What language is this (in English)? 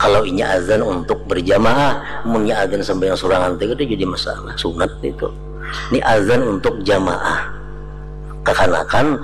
Banjar